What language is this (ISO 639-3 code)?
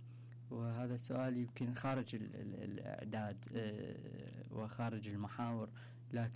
acm